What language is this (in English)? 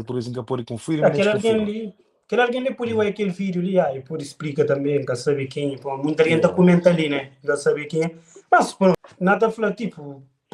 Kabuverdianu